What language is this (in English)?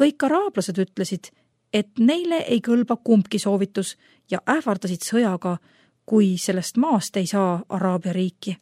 Estonian